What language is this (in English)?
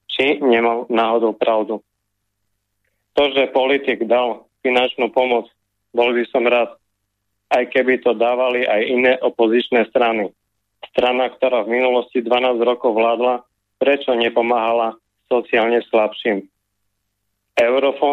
Slovak